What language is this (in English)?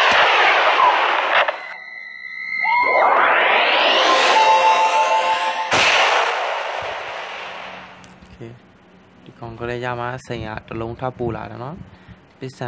Burmese